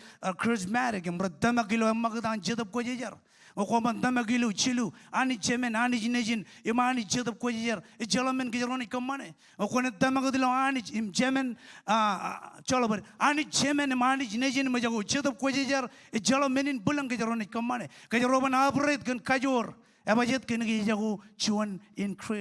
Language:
Marshallese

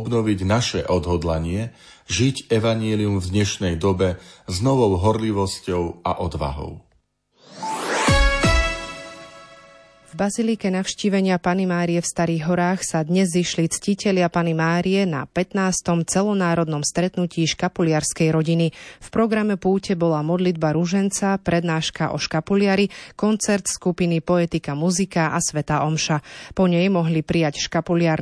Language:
Slovak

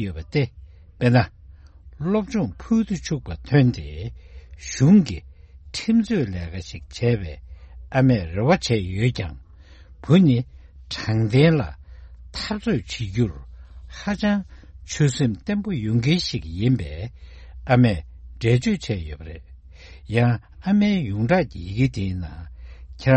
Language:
Tibetan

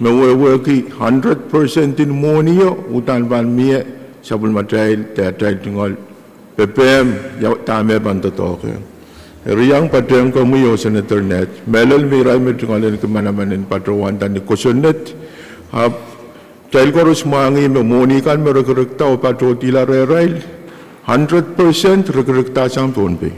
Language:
Pohnpeian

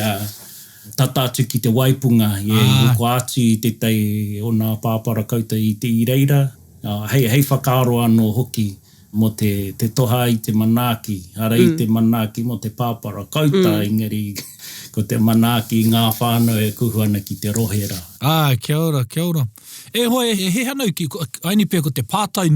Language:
Māori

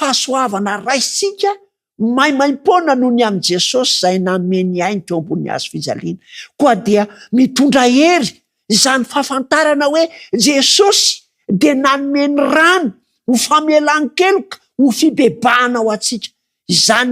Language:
Malagasy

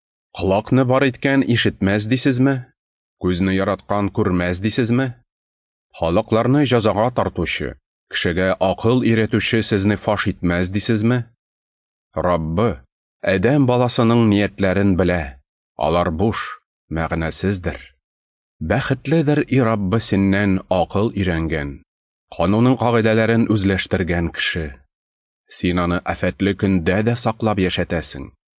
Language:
Tatar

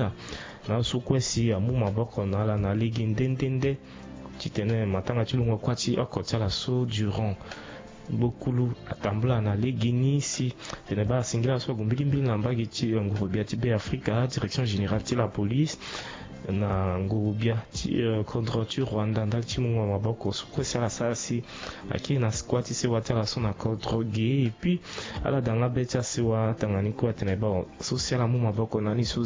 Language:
Sango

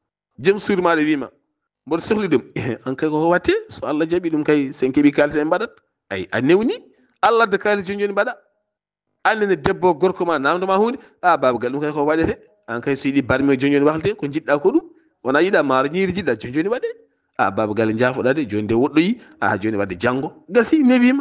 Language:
Fula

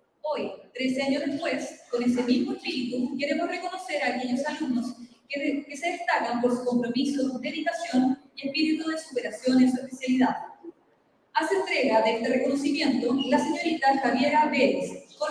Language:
Spanish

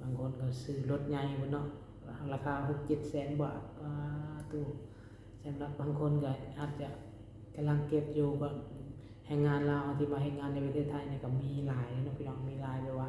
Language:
Lao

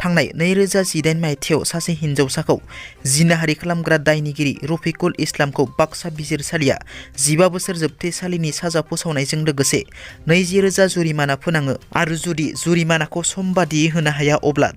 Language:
Bodo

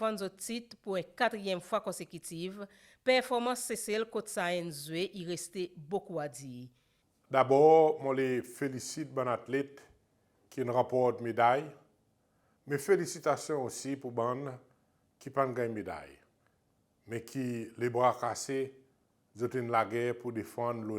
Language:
Seselwa Creole French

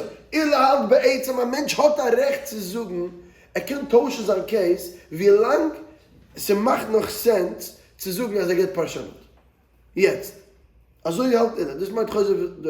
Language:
Yiddish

